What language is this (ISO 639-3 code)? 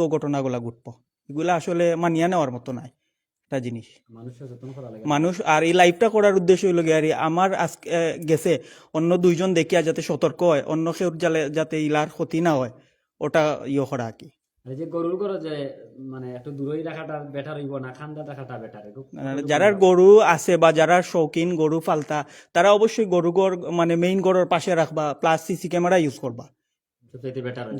syl